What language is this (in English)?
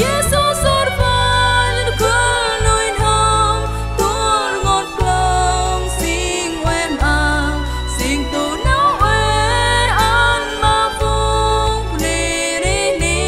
Central Mnong